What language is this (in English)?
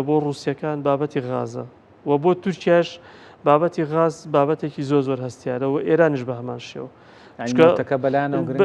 Central Kurdish